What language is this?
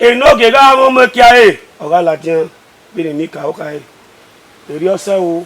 Bini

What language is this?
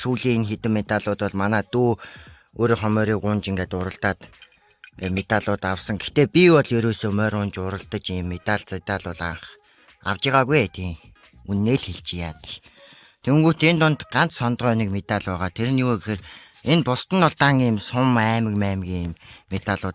Mongolian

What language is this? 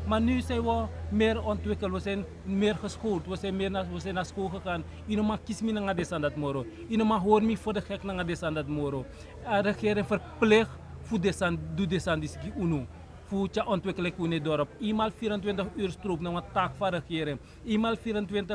Sranan Tongo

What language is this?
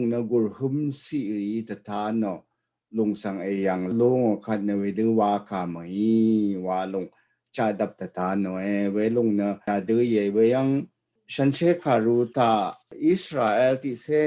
Rawang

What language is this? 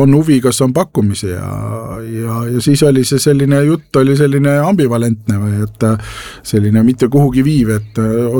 Estonian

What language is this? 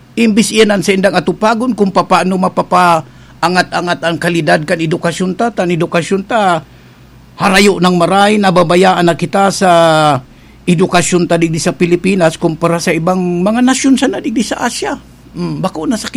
Bikol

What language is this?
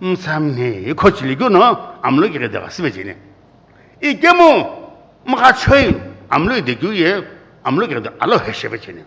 Sumi Naga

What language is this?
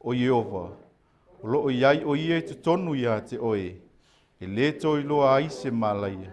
Samoan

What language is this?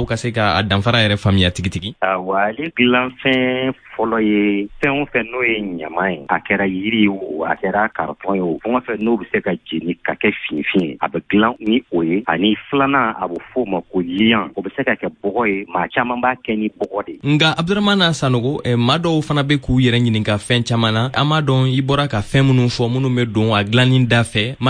Bambara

